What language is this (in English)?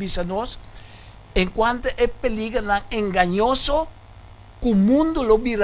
Papiamento